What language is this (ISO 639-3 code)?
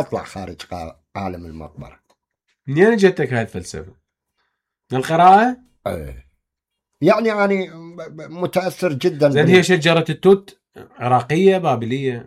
acm